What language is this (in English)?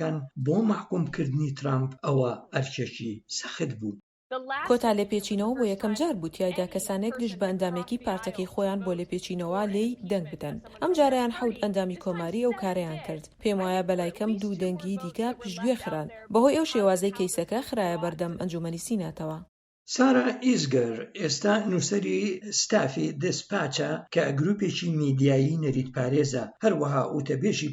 Central Kurdish